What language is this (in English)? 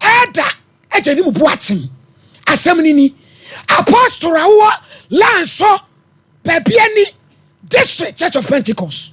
Akan